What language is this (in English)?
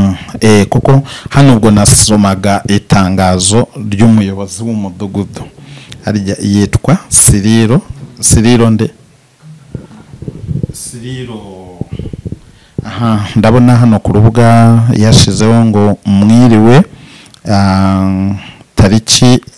Kinyarwanda